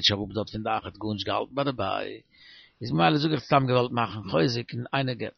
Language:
Yiddish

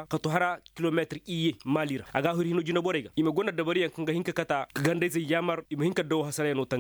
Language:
Koyraboro Senni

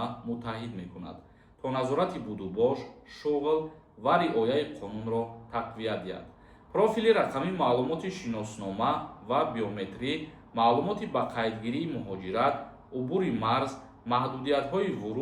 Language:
Tajik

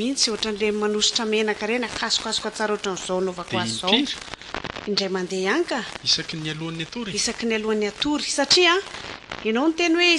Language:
Malagasy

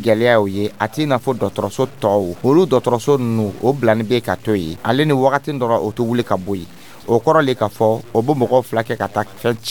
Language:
Dyula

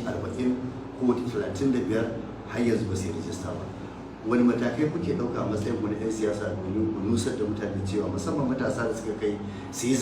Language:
Hausa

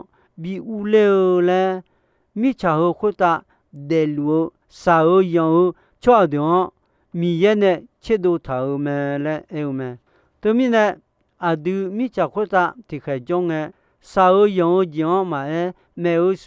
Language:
Akha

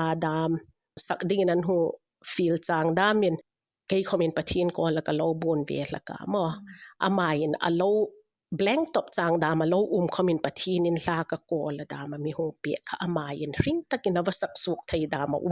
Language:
Hmar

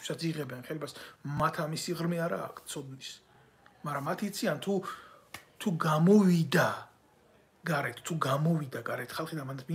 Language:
Georgian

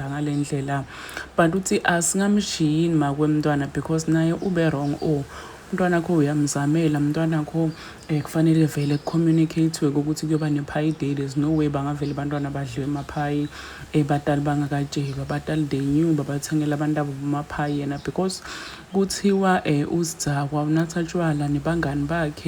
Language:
Zulu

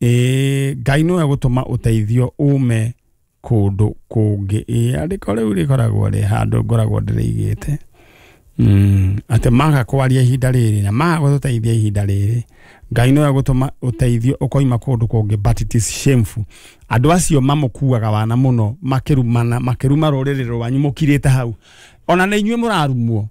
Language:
Kikuyu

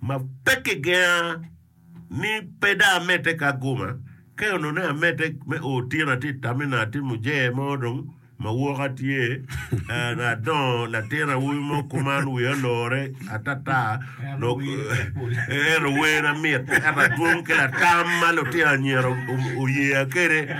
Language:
Acoli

